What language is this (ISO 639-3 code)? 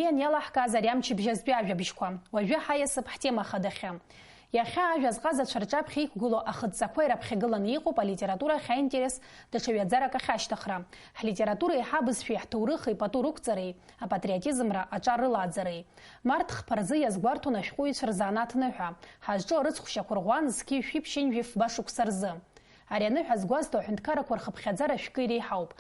abk